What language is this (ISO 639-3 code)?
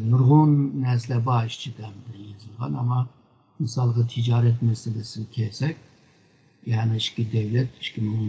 uig